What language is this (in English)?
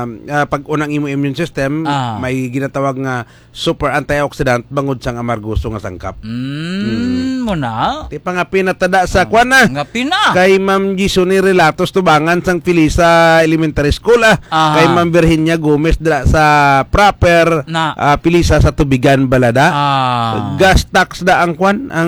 Hiligaynon